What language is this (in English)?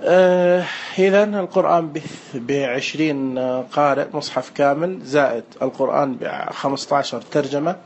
Najdi Arabic